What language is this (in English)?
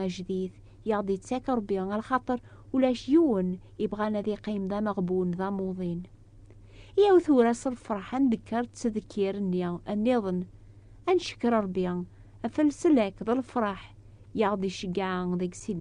Kabyle